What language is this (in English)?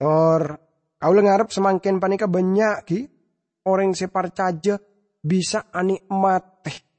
Madurese